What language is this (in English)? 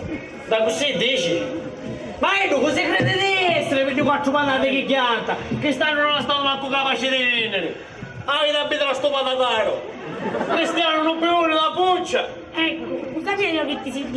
Sicilian